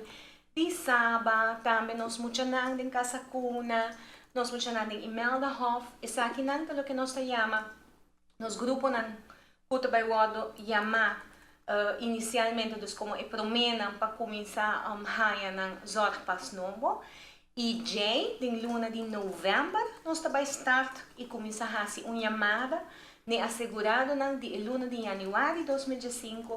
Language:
Papiamento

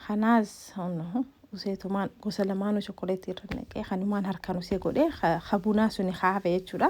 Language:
Oromo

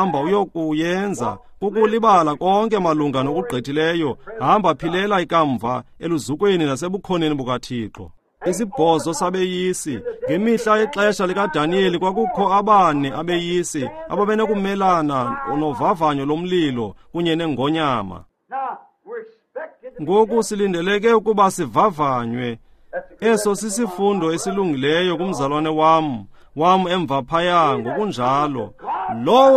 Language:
Xhosa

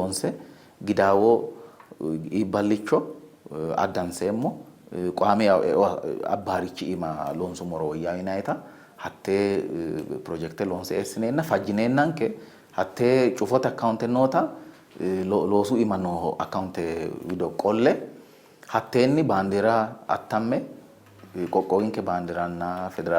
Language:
Sidamo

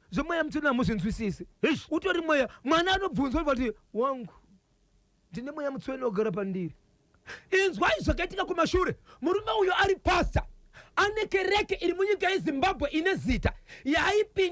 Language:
Shona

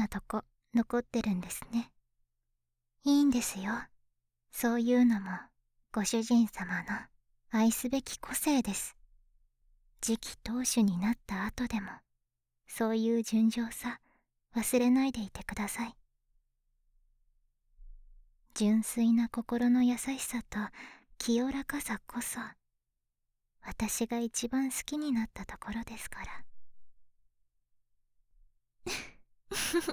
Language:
Japanese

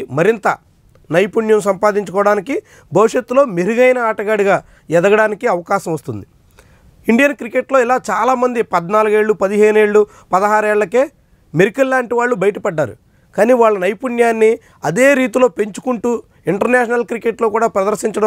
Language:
Telugu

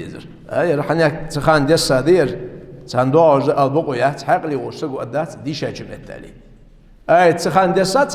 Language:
Ingush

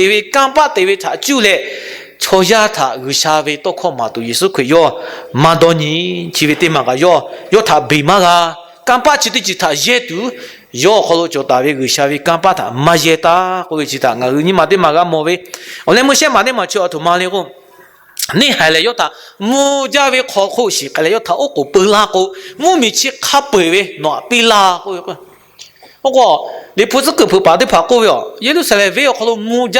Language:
Lahu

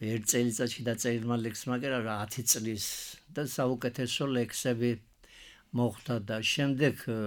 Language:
Georgian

